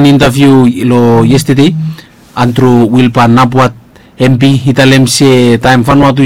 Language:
Bislama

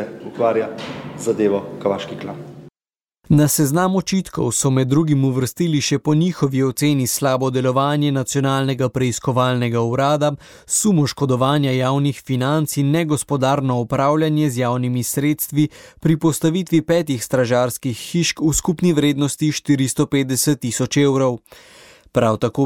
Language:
Slovenian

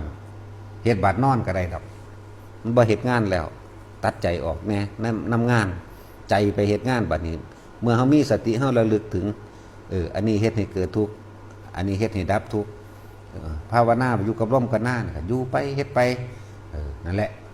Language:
Northeastern Thai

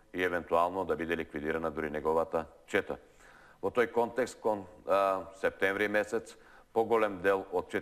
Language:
Macedonian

